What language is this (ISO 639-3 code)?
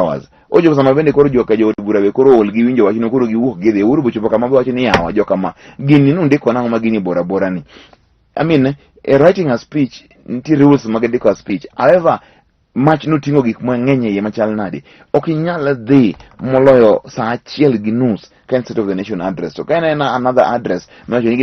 luo